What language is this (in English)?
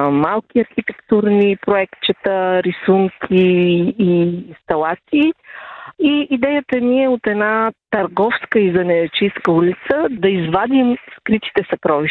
Bulgarian